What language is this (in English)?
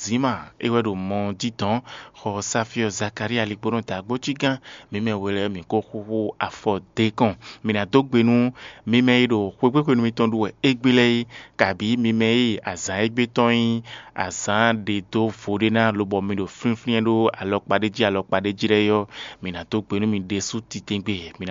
Fon